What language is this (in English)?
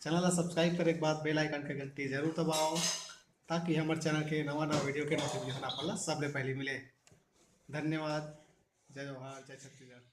Chhattisgarhi